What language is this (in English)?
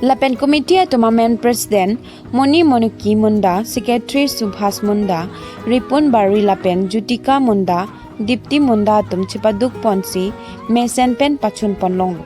Karbi